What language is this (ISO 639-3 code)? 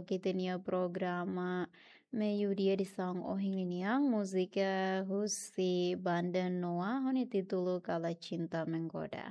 tet